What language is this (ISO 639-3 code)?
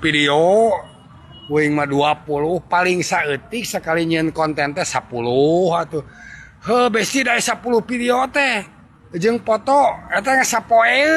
sun